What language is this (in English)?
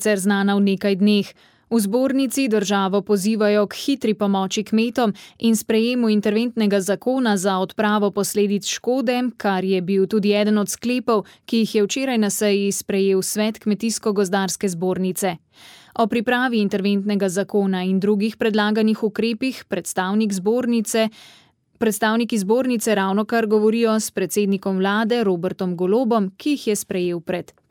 Slovenian